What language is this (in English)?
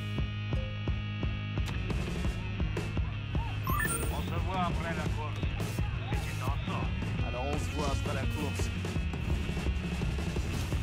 French